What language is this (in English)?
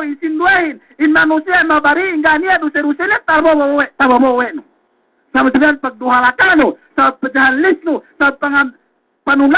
Yakan